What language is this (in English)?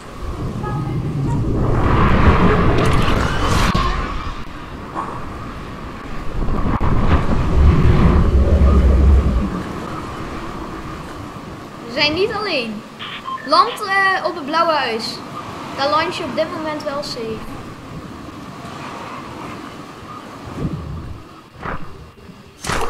Dutch